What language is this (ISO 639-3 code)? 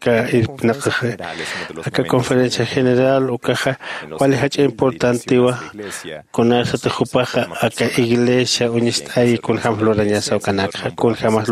aym